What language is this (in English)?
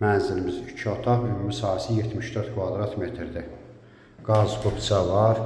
Azerbaijani